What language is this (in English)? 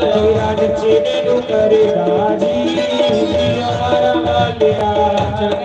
Dogri